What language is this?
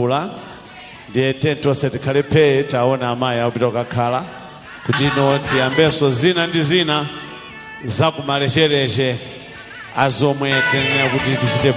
Nyanja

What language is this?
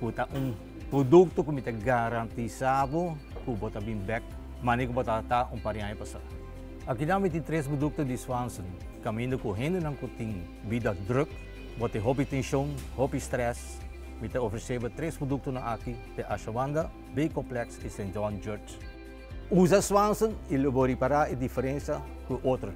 Papiamento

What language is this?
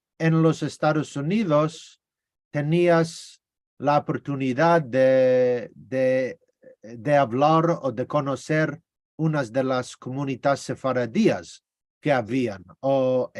Ladino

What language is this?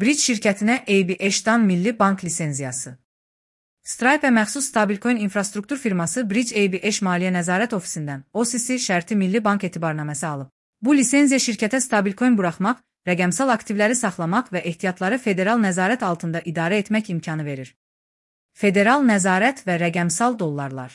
Azerbaijani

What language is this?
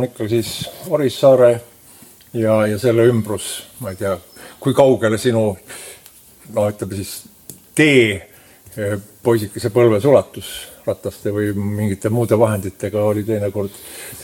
Estonian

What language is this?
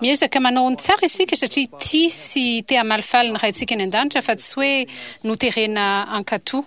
Malagasy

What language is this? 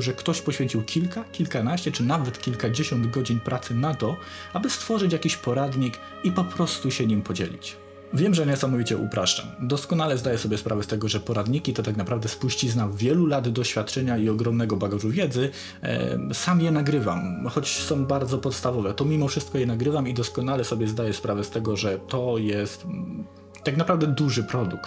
Polish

